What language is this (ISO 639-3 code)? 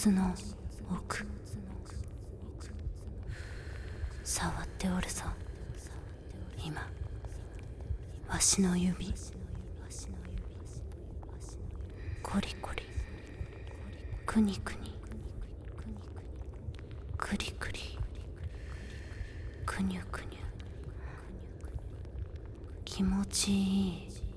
jpn